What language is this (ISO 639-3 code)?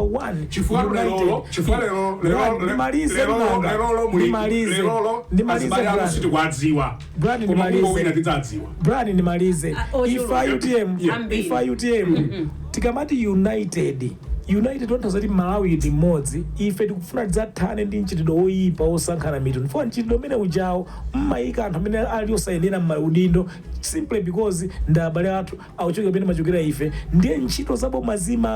nya